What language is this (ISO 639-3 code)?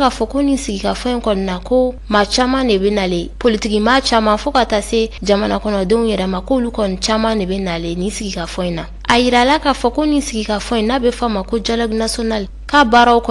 bam